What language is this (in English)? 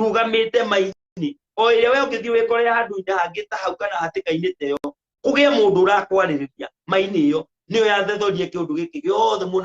Kikuyu